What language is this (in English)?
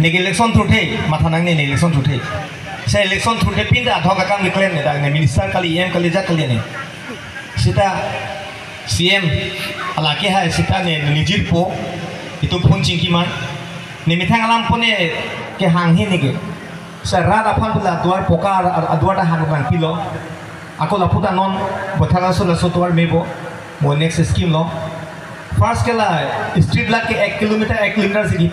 Karbi